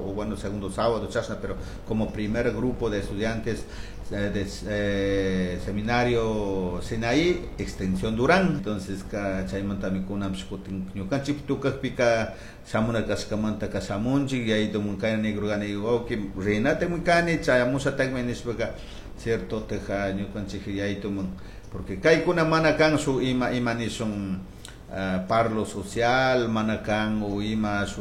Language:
Chimborazo Highland Quichua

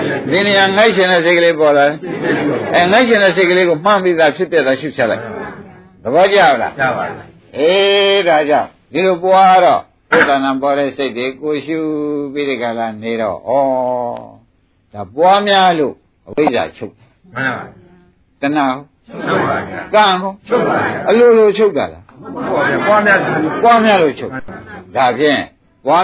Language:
Burmese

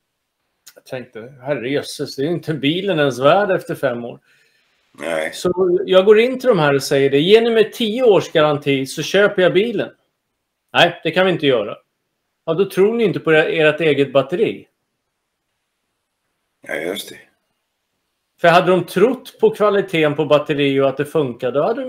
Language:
Swedish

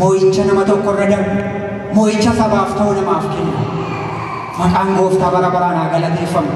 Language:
Oromo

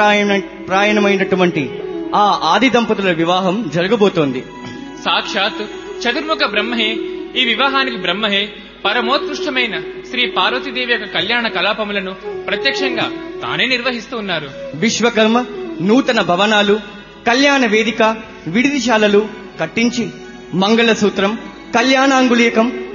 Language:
Telugu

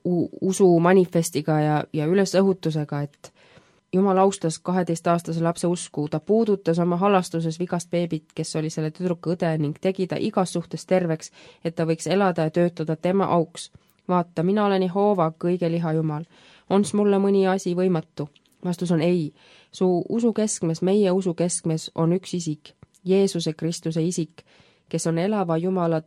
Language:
Estonian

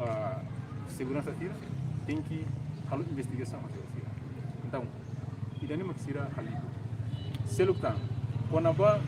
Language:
Tetum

